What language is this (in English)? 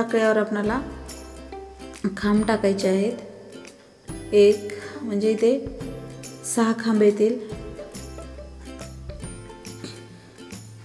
Marathi